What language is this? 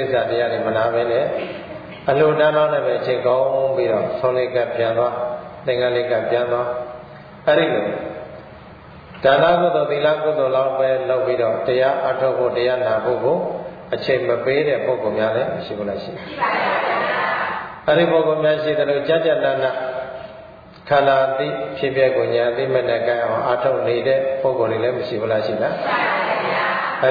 Burmese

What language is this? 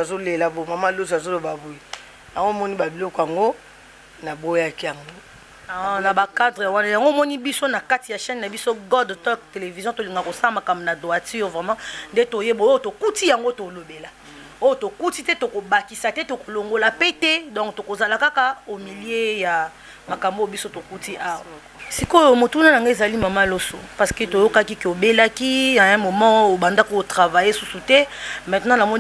Lingala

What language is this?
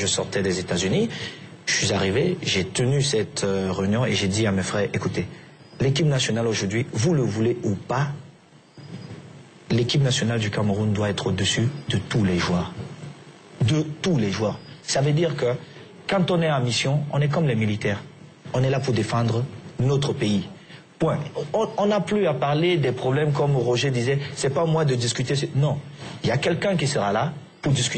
French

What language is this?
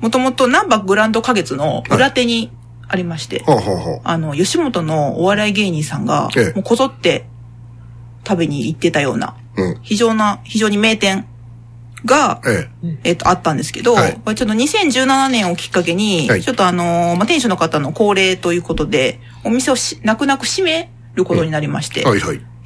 Japanese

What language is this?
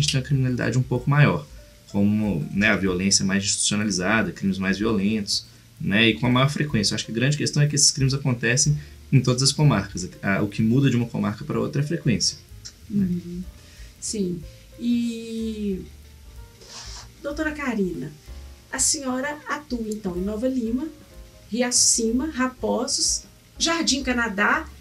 Portuguese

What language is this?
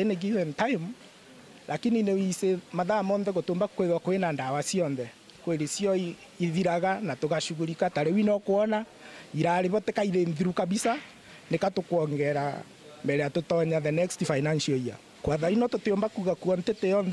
Meru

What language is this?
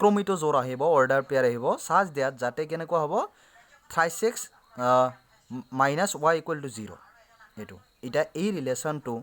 Assamese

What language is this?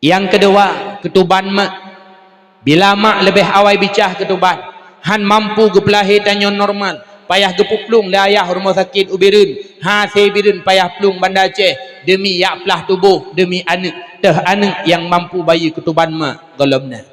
Achinese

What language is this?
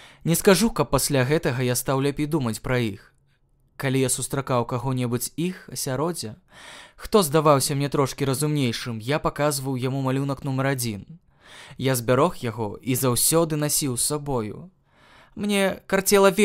Belarusian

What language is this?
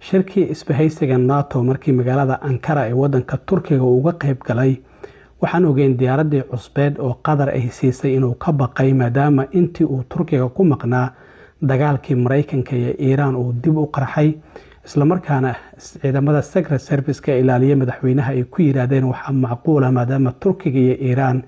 Somali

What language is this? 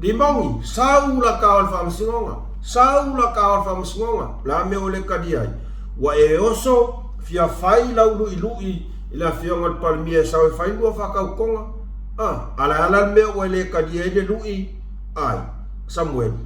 Samoan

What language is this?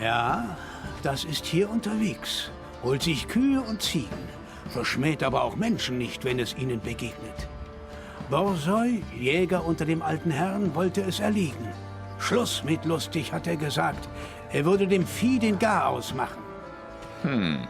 Swiss German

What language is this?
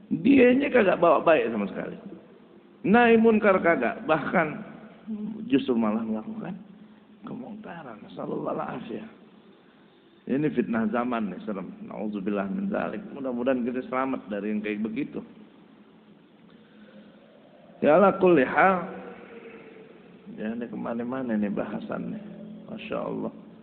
Indonesian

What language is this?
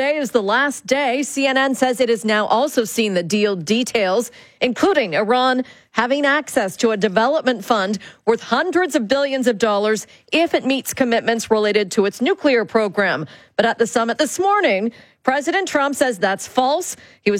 English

